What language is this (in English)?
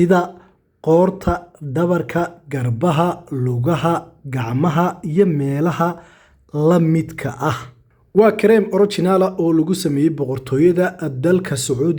Somali